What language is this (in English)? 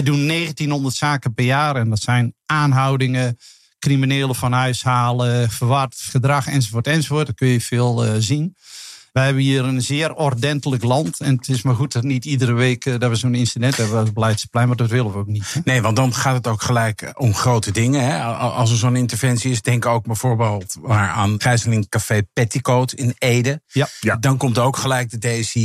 Dutch